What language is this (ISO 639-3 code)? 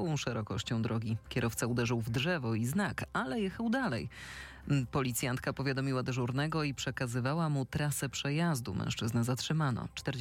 pol